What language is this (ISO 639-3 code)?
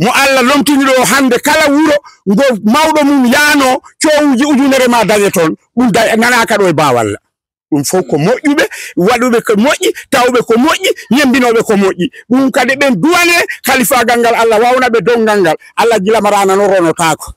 ful